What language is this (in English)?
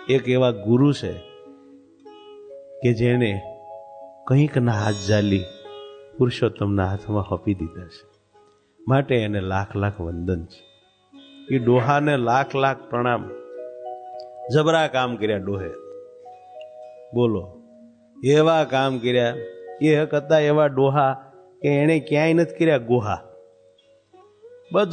Gujarati